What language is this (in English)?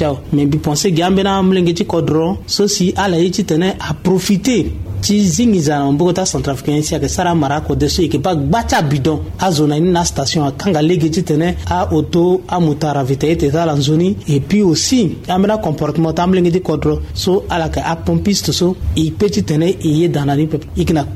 Sango